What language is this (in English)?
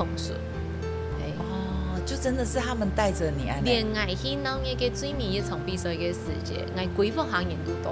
Hakka Chinese